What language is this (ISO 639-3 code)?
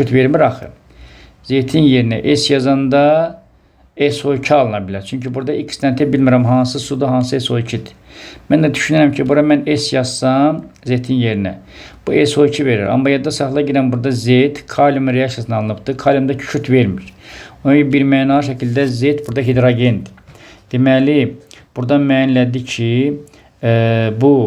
aze